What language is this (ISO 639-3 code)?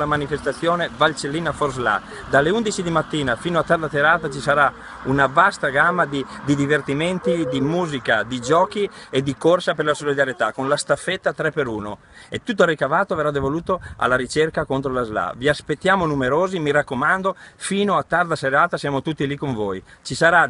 ita